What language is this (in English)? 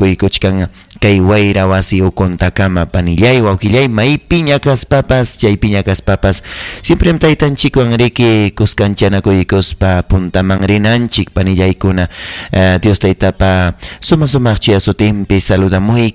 Ayacucho Quechua